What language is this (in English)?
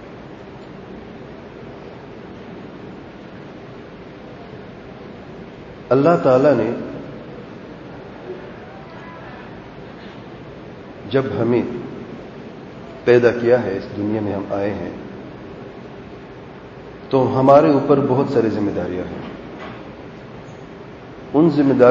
Urdu